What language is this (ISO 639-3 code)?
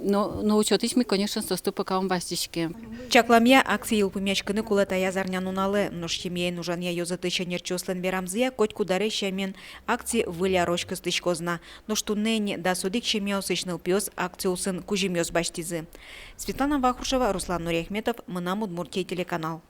udm